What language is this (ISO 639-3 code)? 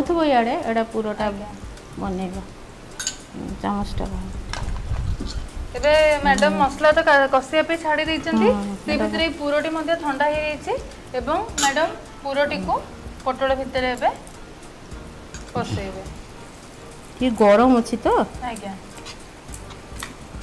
ori